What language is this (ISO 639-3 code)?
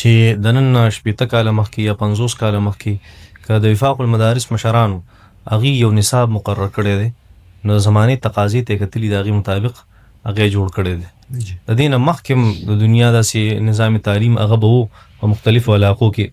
pus